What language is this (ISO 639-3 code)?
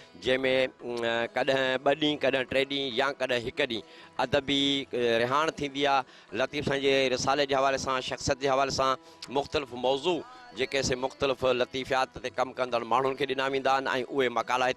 snd